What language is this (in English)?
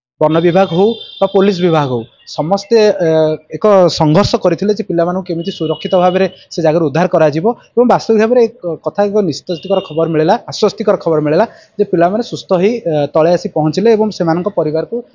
Odia